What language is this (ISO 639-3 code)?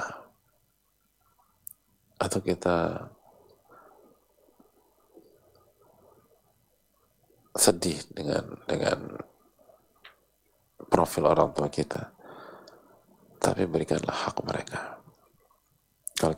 ind